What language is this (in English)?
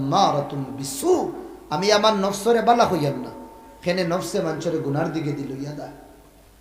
Sylheti